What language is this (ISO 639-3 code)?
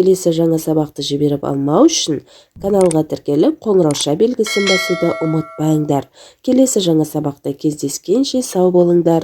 kaz